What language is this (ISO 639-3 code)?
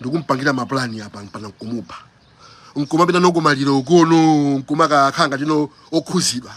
nya